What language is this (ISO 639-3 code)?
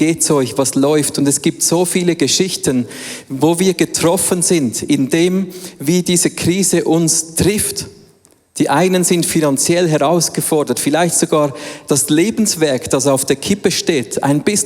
gsw